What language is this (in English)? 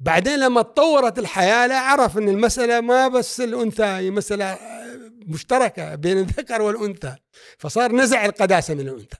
Gulf Arabic